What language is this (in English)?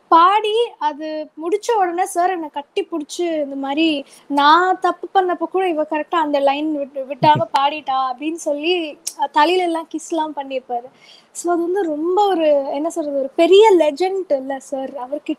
Tamil